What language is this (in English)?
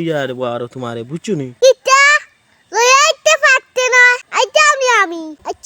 Sylheti